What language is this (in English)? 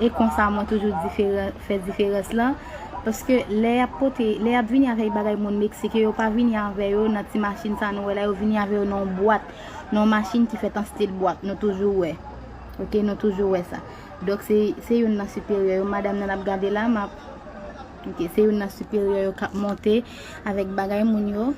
Haitian Creole